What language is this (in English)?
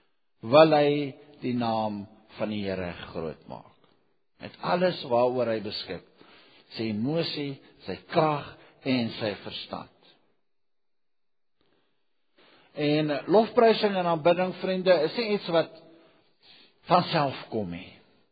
Afrikaans